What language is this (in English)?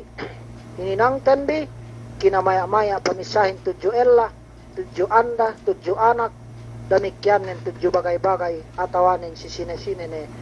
Yakan